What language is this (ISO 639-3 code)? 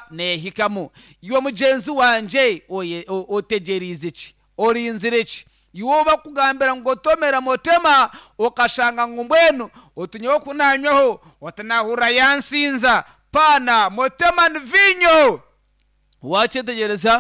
nyn